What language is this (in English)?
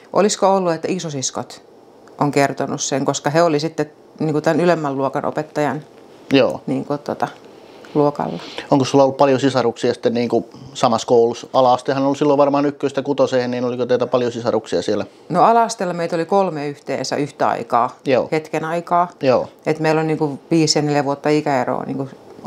Finnish